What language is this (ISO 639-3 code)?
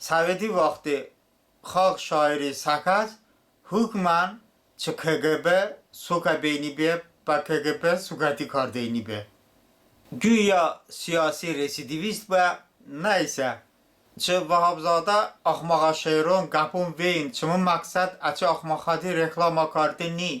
tly